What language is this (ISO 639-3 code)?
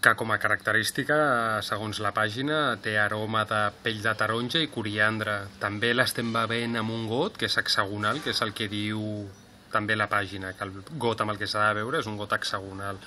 cat